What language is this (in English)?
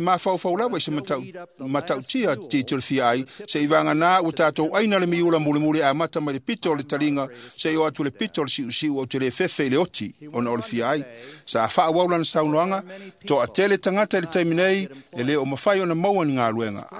Samoan